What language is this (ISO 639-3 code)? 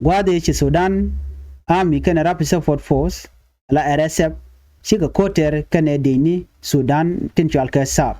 nus